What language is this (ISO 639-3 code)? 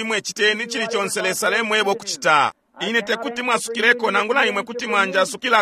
bem